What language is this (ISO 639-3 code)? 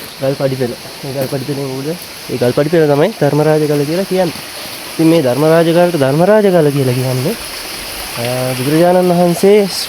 sin